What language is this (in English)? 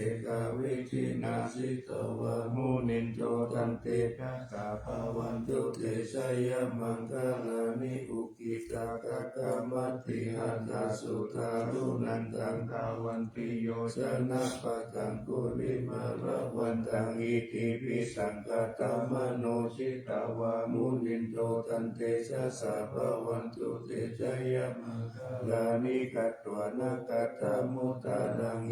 Pali